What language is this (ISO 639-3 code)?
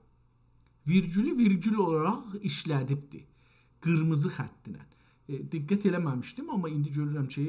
azb